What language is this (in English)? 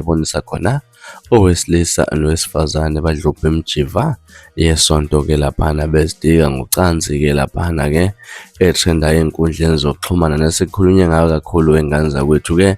Zulu